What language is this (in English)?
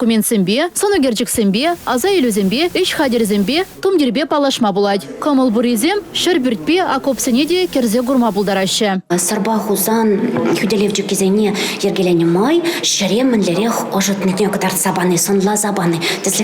Chuvash